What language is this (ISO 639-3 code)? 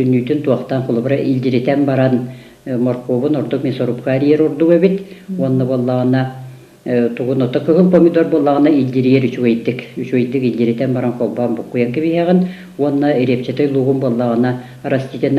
sah